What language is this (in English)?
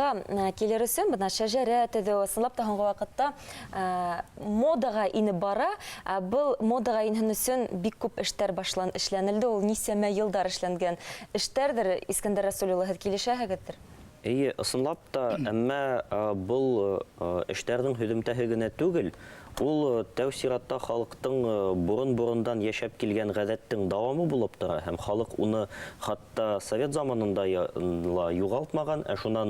Bashkir